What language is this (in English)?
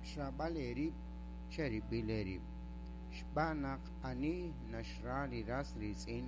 Kekchí